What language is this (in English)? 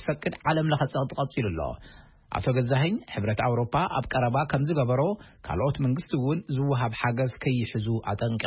Tigrinya